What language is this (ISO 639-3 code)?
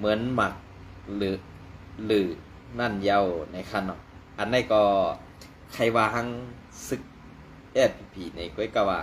shn